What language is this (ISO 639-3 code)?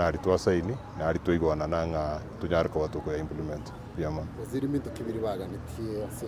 guz